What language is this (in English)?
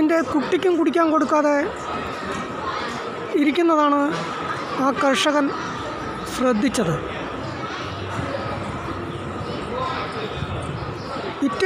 Malayalam